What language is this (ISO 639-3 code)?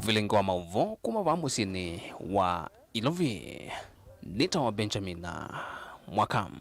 kam